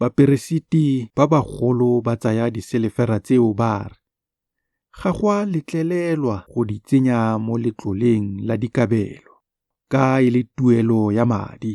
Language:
Tswana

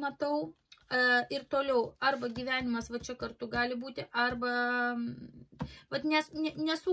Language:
Lithuanian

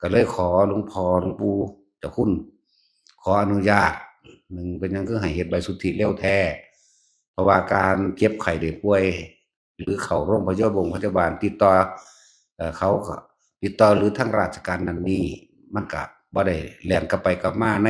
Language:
Northeastern Thai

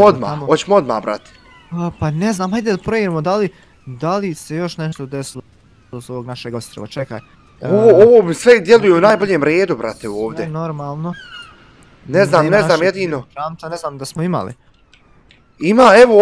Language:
Bosnian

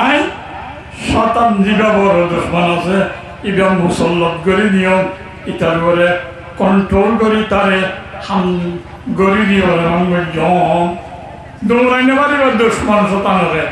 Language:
Rohingya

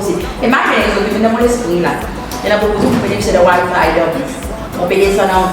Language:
Seselwa Creole French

